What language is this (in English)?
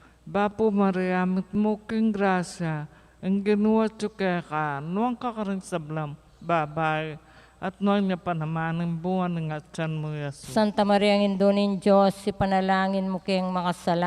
Pampanga